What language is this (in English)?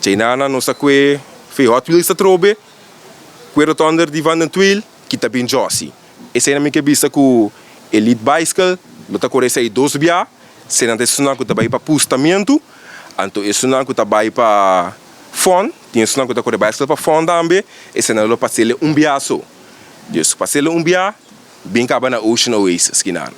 Papiamento